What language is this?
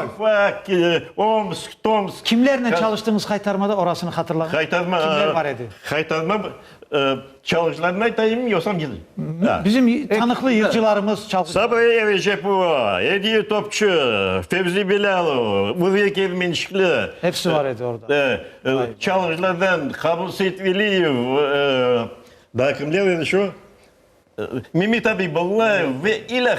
Crimean Tatar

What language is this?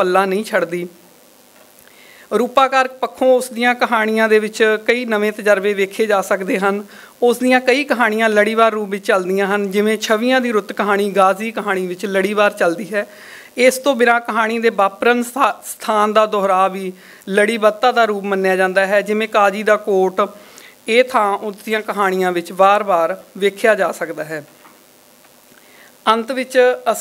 Punjabi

